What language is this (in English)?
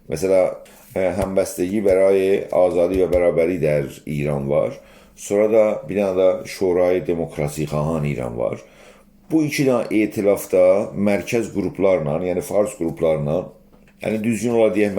South Azerbaijani